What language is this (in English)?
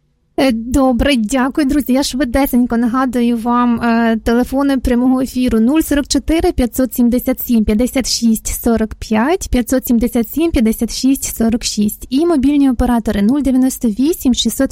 Ukrainian